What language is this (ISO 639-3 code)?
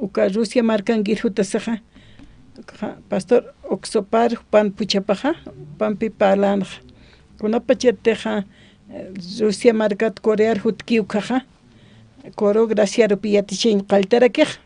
aym